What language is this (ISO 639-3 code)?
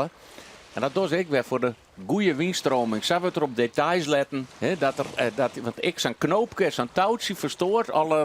fry